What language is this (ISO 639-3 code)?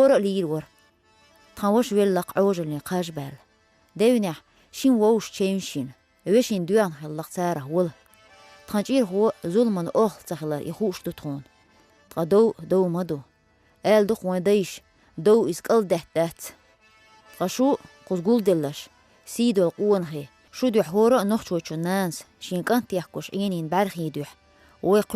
che